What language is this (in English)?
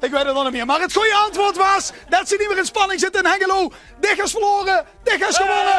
Limburgish